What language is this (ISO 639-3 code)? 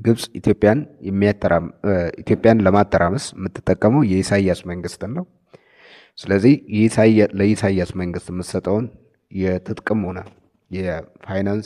amh